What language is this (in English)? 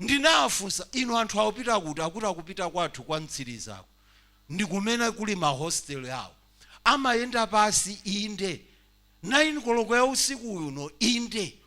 Nyanja